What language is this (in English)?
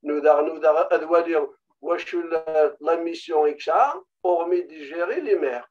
Kabyle